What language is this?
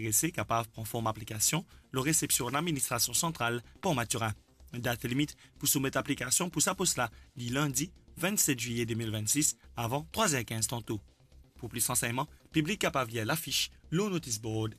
Morisyen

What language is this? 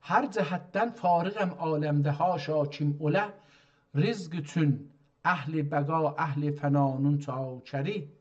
South Azerbaijani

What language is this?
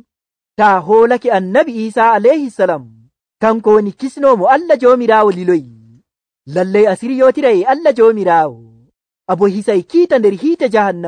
Nigerian Fulfulde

